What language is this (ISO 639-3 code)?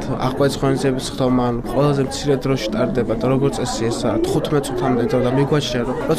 kat